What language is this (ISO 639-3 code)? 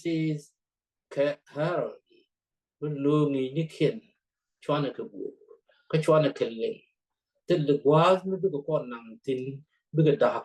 nus